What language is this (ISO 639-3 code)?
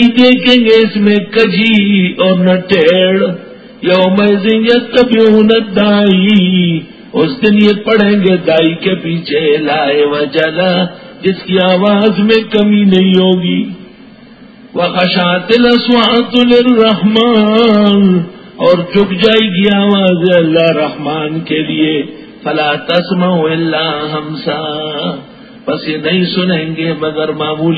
urd